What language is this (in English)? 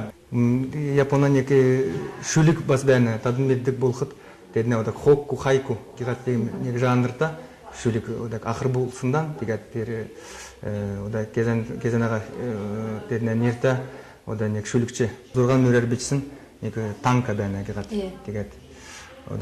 Kalmyk